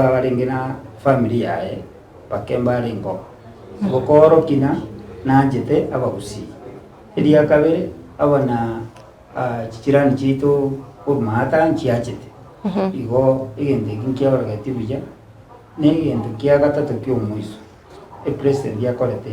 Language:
Gusii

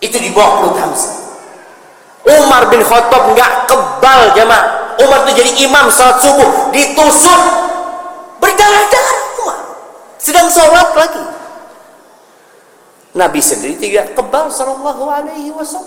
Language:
Indonesian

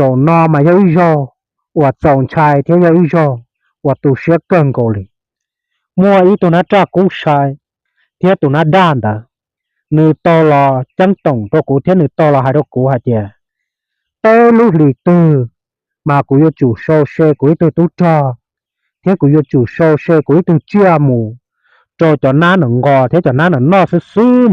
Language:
Hmong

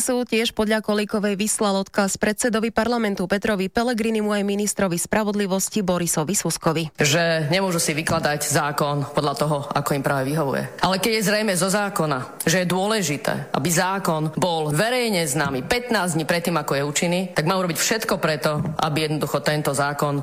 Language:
Slovak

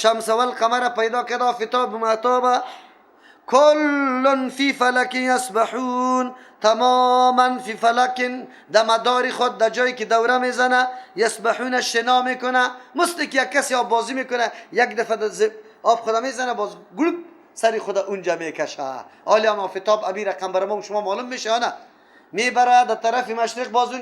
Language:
Persian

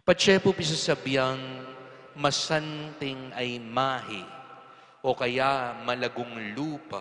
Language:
Pampanga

